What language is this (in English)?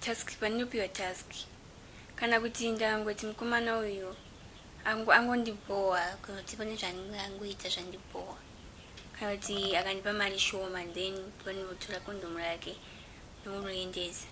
Shona